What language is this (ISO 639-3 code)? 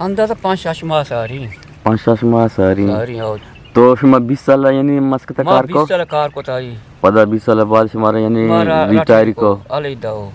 bgp